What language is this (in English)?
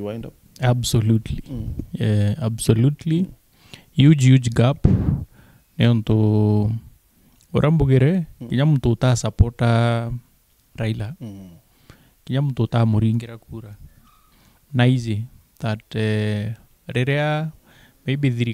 Meru